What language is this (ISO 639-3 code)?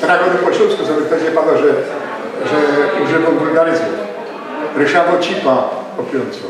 szl